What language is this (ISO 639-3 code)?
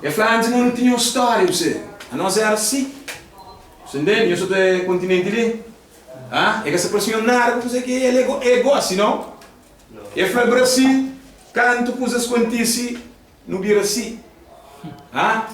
kea